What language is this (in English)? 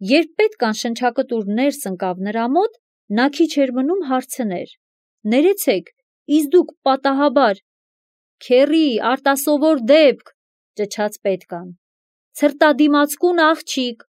Armenian